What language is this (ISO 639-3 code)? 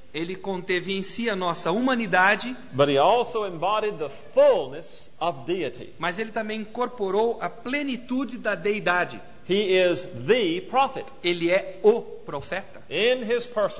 por